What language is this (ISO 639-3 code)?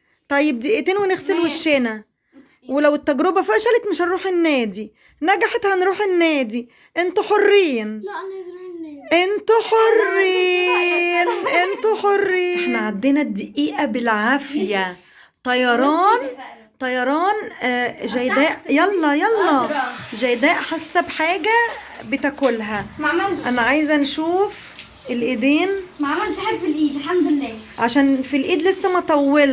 arz